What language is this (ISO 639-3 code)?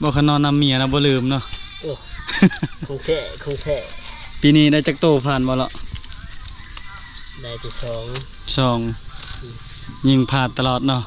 lao